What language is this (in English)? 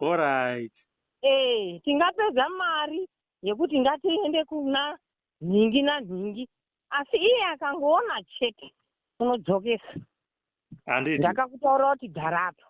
Shona